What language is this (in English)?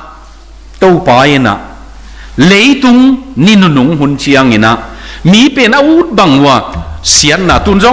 Tedim Chin